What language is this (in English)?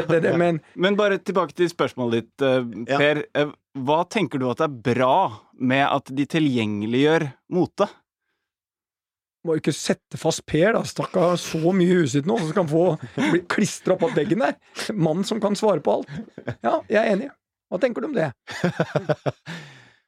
Norwegian